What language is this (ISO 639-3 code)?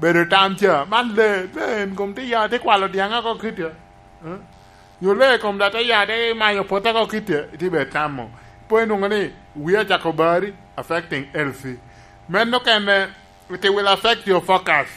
laj